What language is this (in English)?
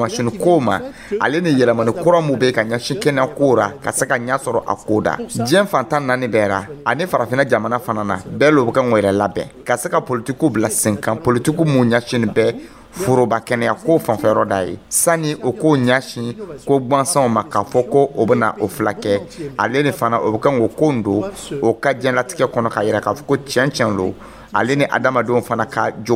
Dyula